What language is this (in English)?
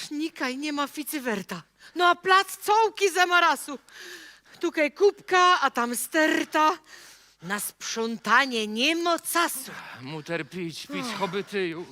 Silesian